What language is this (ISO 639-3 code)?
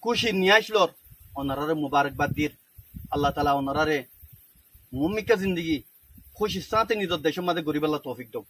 rhg